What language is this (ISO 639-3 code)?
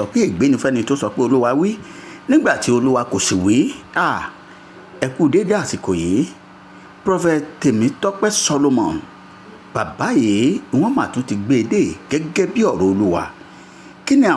yor